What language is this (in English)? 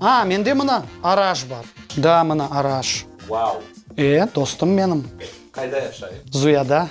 Crimean Tatar